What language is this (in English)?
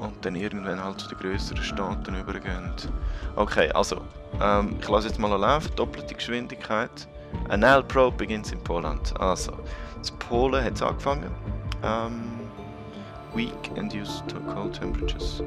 Swiss German